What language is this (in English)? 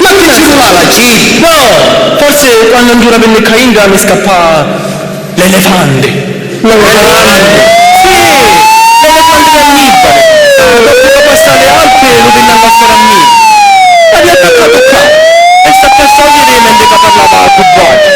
Sicilian